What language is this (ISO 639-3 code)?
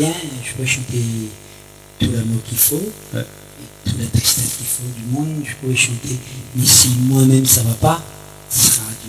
rcf